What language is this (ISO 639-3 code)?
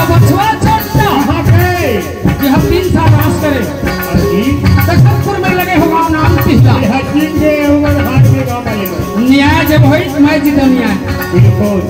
hne